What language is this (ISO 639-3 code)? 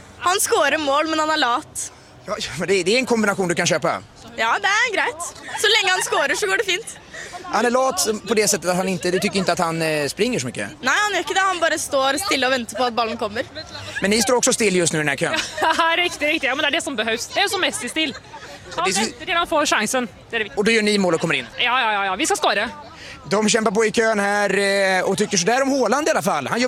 swe